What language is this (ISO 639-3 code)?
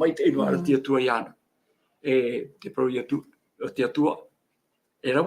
tah